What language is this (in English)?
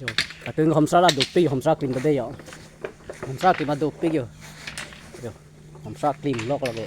Karbi